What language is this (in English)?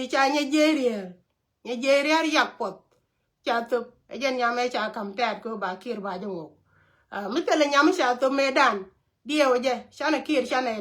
Nuer